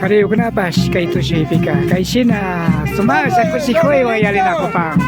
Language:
Imbabura Highland Quichua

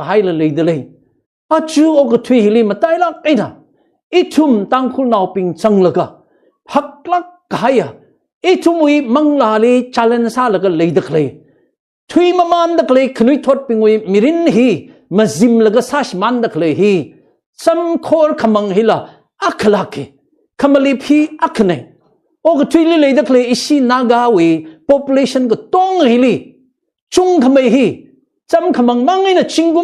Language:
Tangkhul Naga (India)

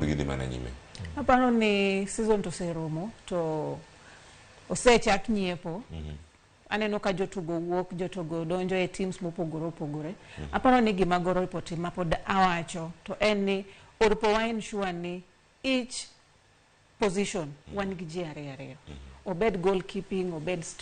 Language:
Luo (Kenya and Tanzania)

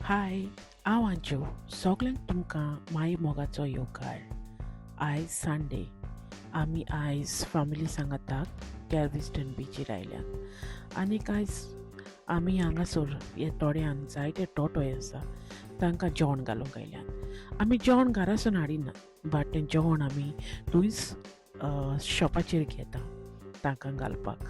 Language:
Konkani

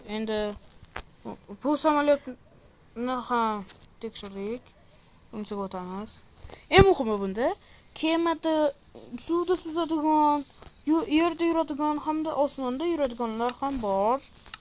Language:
Uzbek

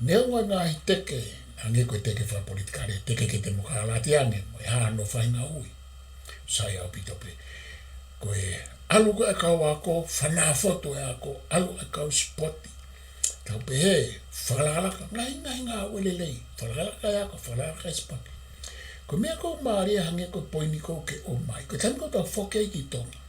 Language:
Tongan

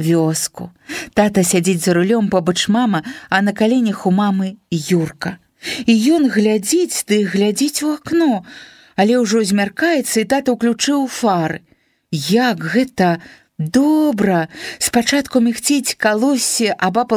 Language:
Belarusian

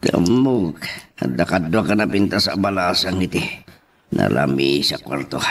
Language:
Iloko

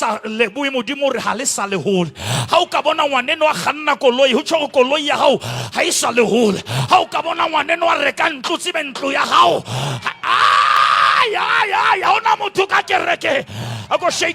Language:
Southern Sotho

